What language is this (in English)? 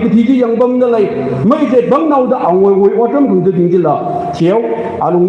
Tangkhul Naga (India)